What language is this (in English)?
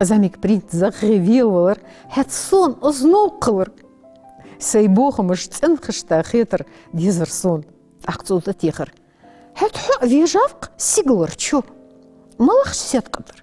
Ingush